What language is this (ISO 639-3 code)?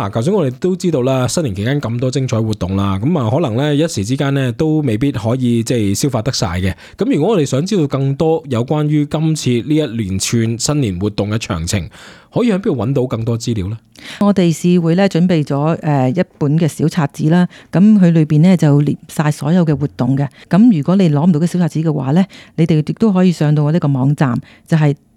yue